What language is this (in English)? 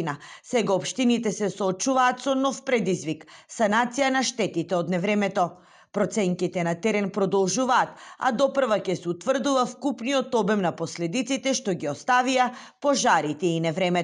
Macedonian